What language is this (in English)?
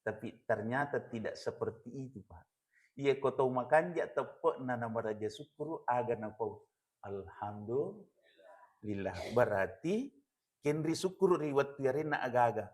Buginese